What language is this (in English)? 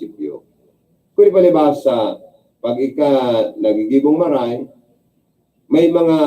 Bikol